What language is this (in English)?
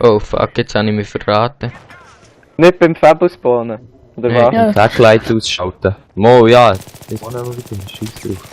Swiss German